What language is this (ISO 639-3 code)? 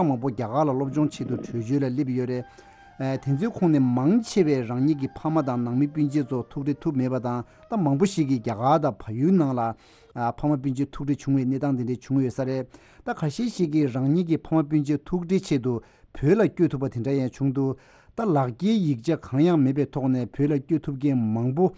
bod